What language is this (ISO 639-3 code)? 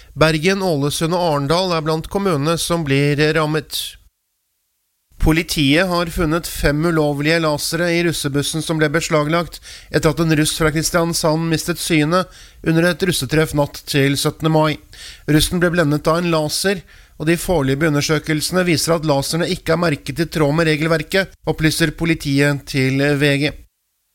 nor